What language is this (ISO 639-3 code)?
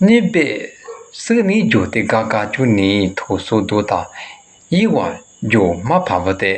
lis